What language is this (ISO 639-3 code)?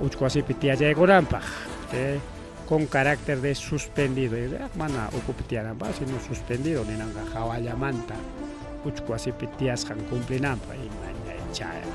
quy